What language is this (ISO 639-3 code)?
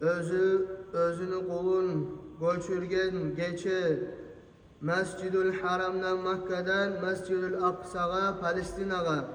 kum